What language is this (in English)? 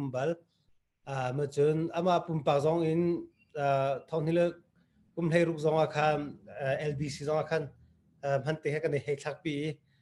Hakha Chin